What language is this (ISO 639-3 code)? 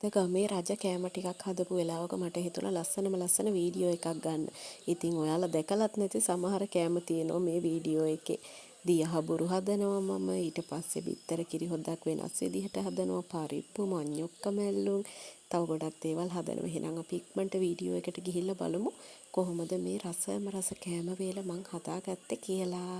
sin